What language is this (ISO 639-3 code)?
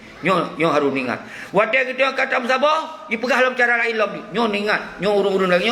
ace